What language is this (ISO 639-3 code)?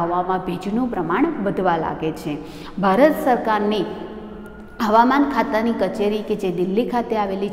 guj